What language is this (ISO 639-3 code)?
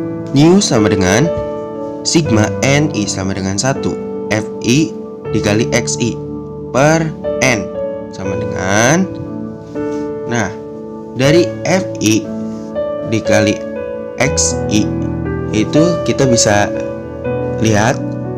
ind